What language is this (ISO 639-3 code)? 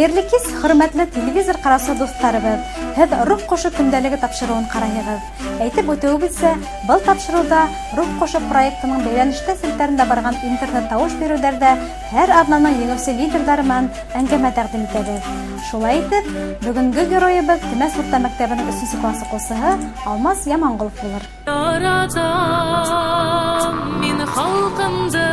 bak